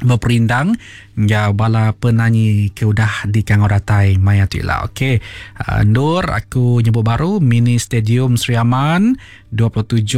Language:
Iban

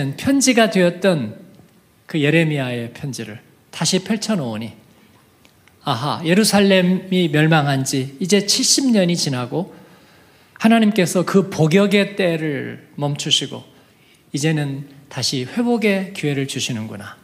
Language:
Korean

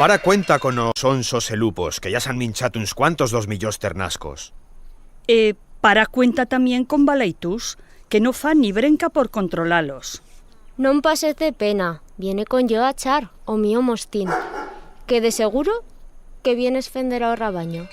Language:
Aragonese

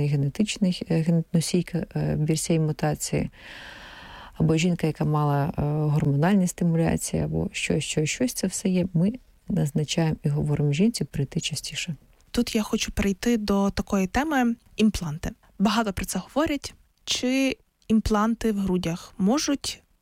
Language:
Ukrainian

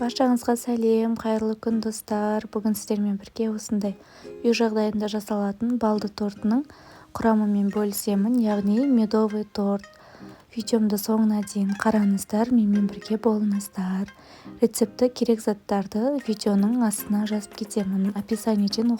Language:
Kazakh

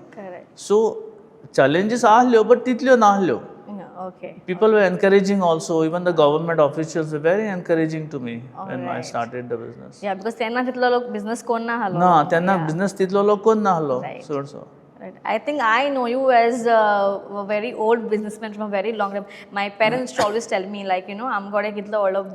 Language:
Konkani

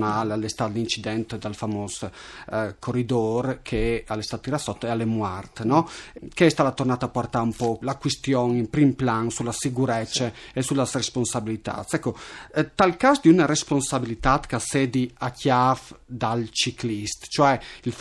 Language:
Friulian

